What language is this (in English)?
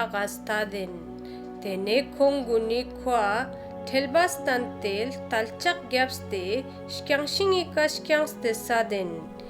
Ladakhi